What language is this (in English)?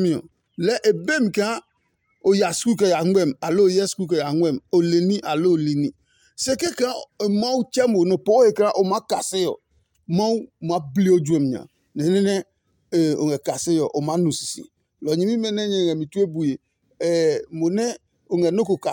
Adangme